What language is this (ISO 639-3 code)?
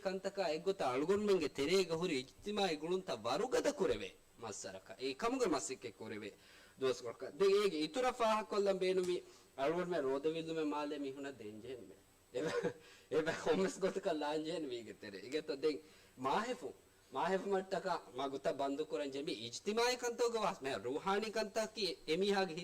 div